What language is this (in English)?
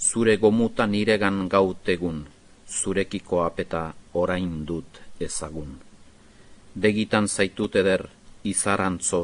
Basque